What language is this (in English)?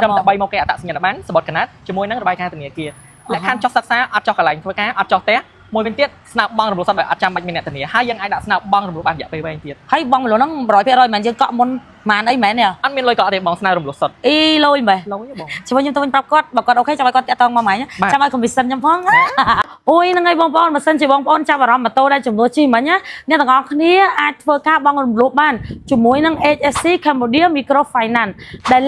Khmer